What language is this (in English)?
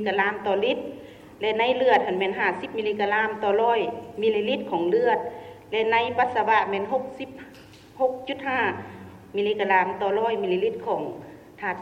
Lao